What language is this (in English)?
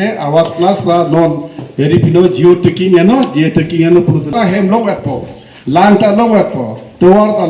Karbi